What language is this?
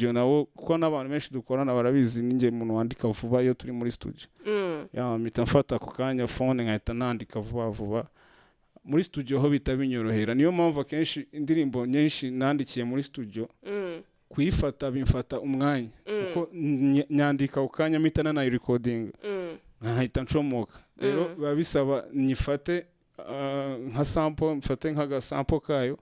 Kinyarwanda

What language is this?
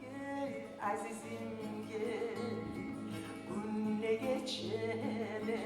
Kumyk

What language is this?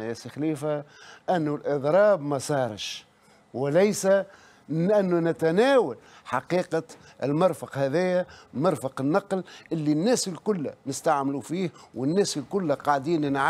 Tunisian Arabic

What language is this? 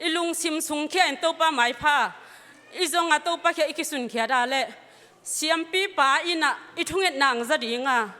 Tedim Chin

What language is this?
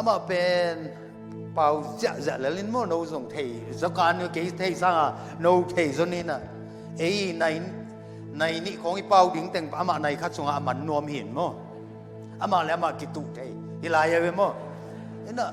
Tedim Chin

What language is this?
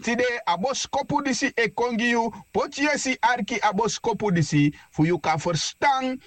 Sranan Tongo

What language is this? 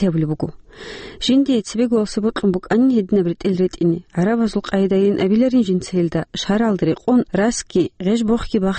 Avaric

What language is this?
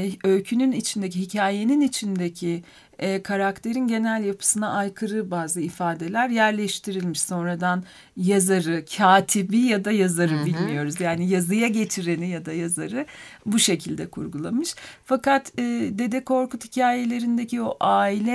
Turkish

